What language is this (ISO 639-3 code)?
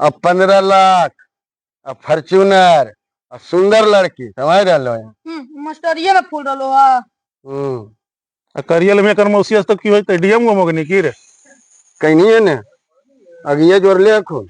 mag